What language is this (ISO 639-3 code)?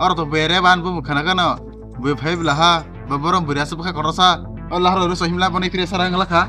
trp